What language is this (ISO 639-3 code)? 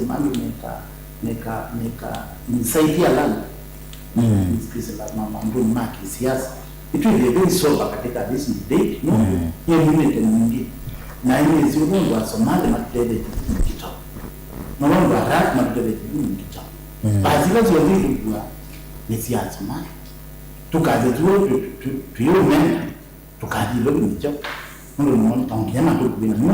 kam